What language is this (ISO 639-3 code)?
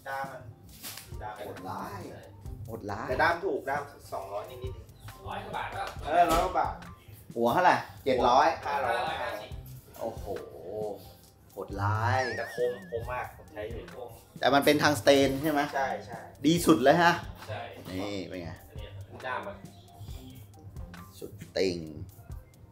tha